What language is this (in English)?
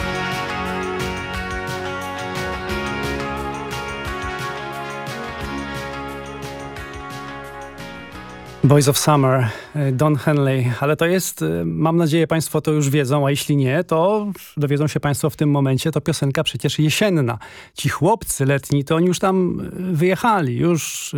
Polish